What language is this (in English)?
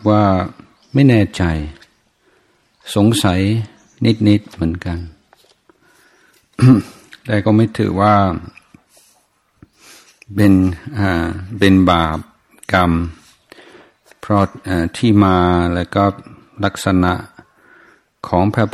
Thai